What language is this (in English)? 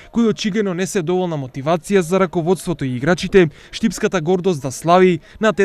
Macedonian